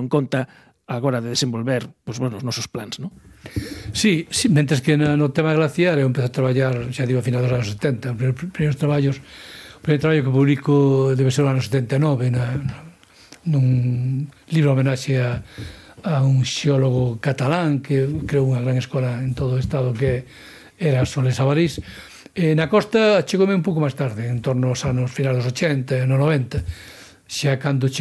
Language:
Galician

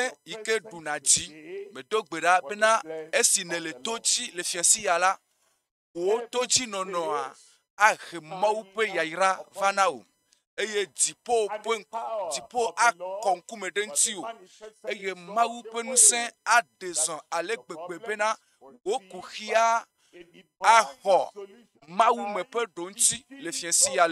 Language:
Ewe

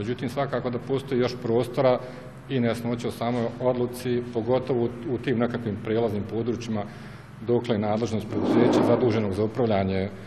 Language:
Bosnian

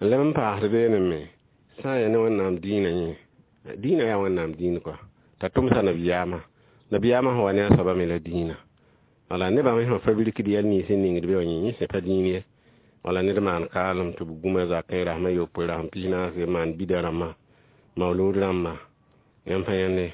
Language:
Mossi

